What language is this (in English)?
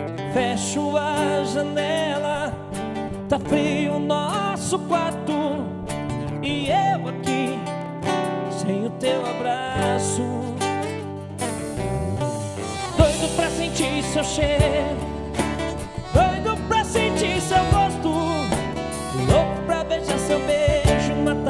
Portuguese